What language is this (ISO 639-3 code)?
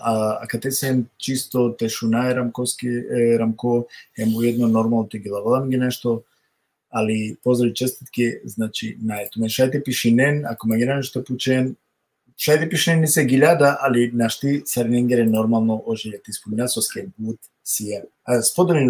rmn